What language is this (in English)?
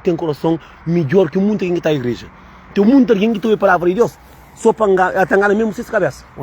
Kabuverdianu